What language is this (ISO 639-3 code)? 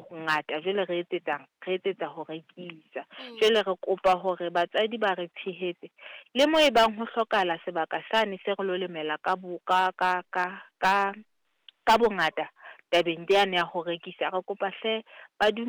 sot